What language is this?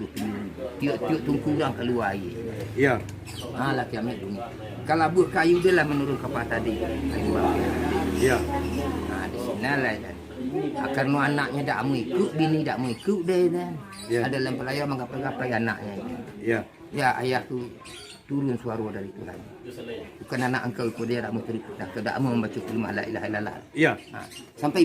Minangkabau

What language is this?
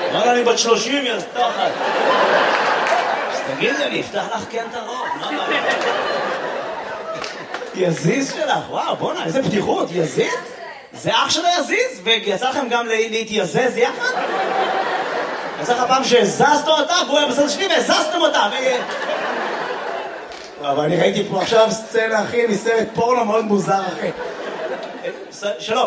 Hebrew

